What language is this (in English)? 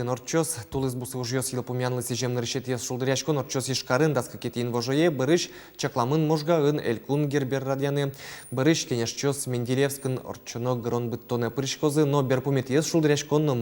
Udmurt